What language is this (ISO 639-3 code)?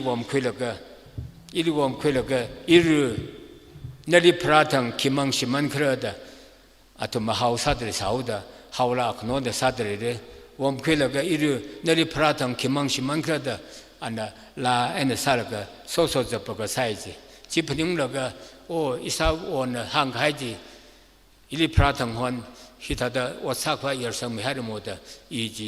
nmf